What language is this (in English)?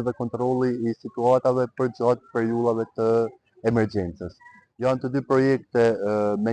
Albanian